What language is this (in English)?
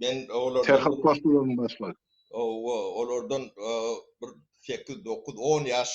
Turkmen